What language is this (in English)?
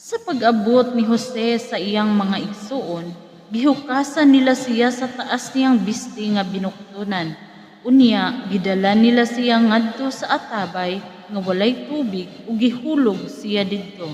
Cebuano